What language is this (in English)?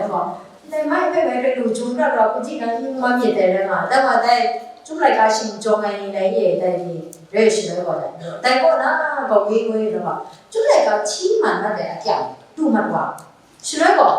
Kachin